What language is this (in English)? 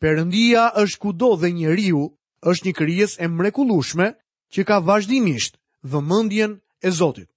Albanian